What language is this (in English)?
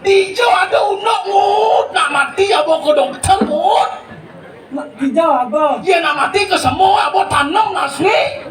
Balinese